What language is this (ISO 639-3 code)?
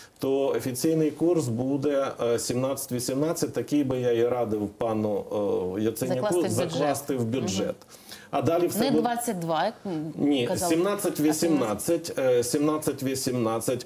ukr